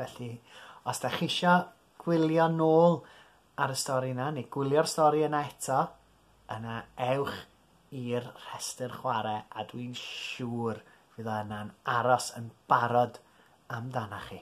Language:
Welsh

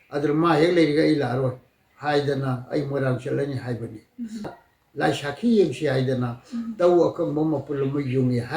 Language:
Manipuri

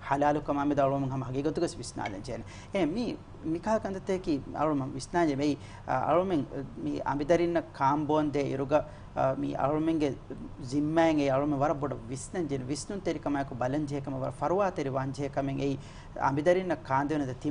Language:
Divehi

